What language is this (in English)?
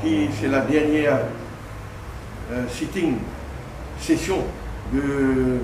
Morisyen